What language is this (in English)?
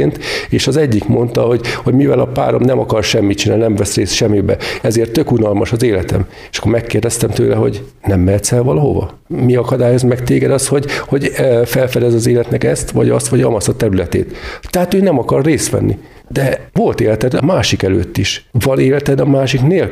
Hungarian